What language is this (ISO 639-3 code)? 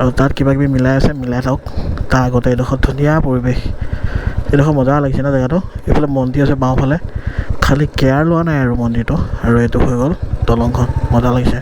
asm